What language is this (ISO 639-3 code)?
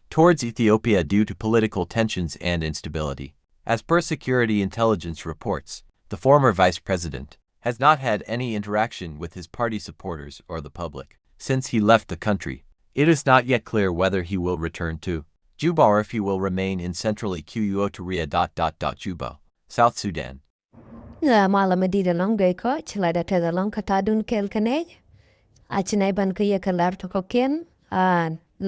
nus